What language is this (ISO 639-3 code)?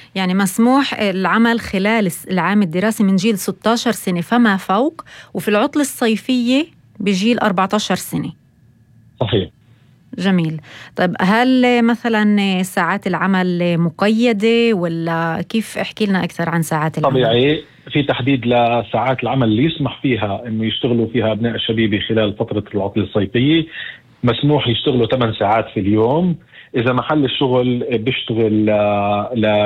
apc